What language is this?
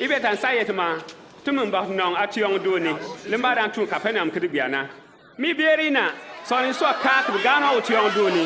Bimoba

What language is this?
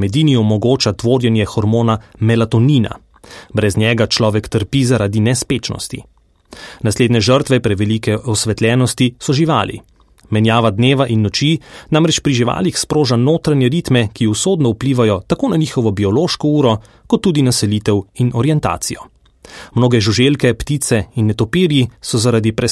Slovenian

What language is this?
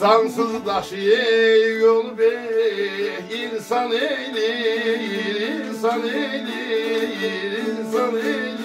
South Azerbaijani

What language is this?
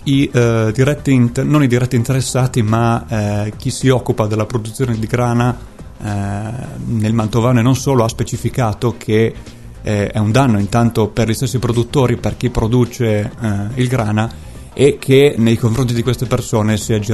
Italian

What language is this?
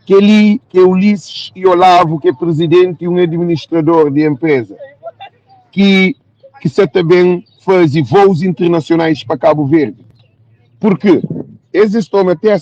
Kabuverdianu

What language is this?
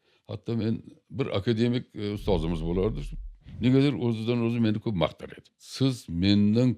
Uzbek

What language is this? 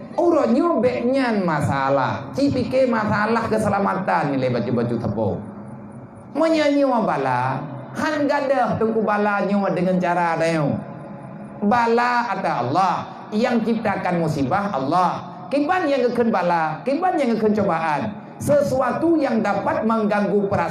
Achinese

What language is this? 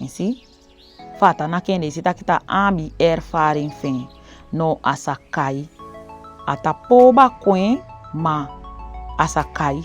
Saramaccan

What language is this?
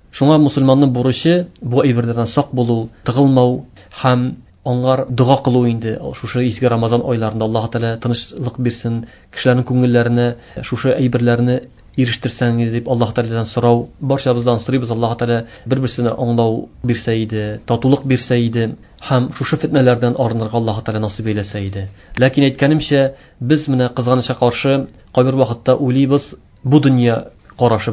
Tatar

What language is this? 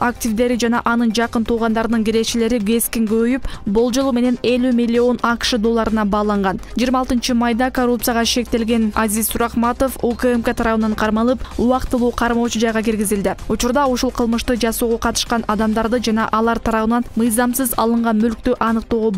Kyrgyz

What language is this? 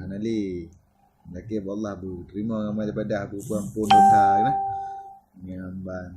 Achinese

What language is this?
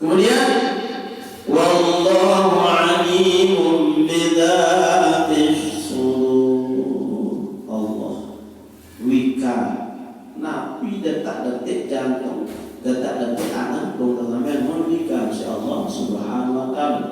Sasak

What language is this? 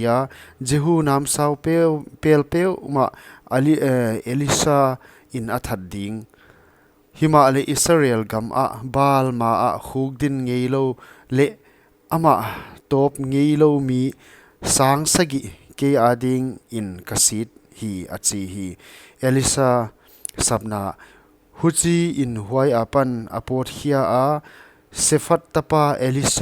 Paite Chin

